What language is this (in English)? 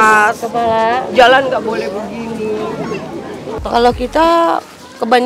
Indonesian